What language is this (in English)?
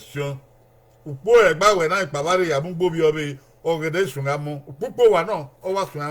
Bini